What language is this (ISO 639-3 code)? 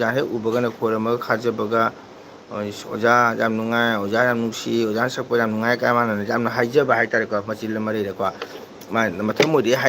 mni